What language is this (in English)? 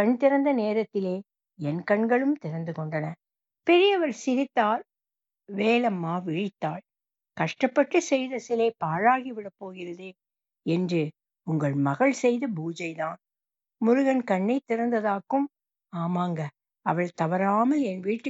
Tamil